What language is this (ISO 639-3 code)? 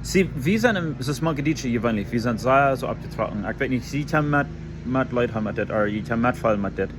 pdt